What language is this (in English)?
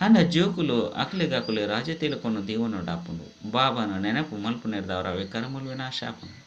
Tulu